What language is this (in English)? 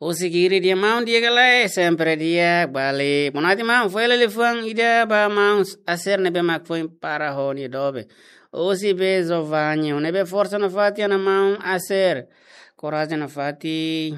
Tetum